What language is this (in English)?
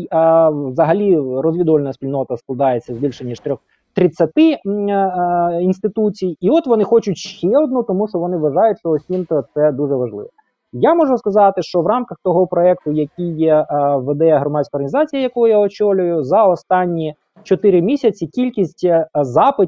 Ukrainian